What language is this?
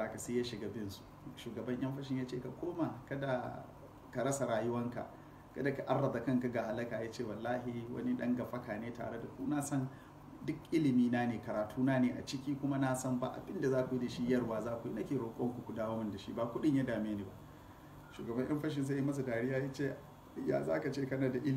Hausa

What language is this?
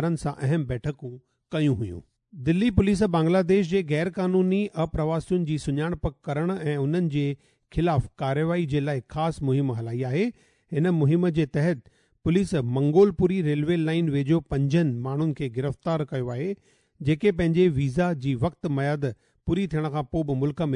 Sindhi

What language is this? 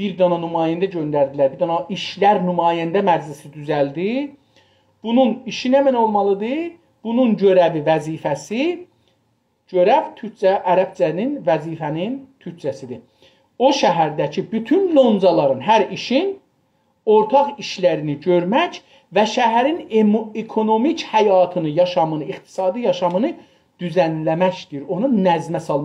South Azerbaijani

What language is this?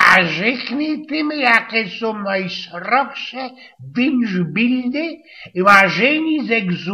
Silesian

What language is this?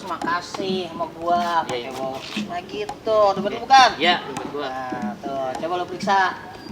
Betawi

